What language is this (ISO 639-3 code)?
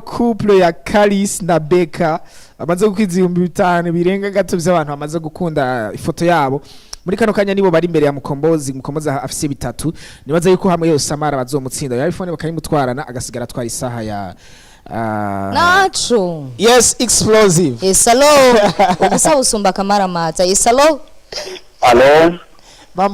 run